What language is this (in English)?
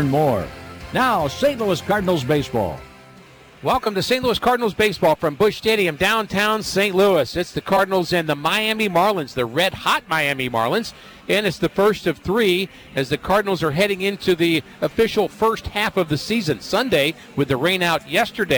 English